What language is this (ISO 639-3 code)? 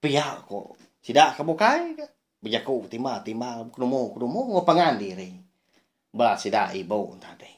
iba